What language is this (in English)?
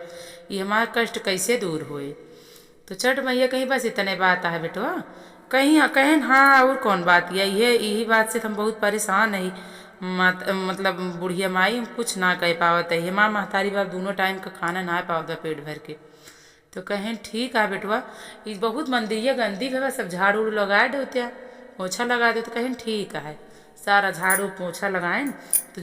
Awadhi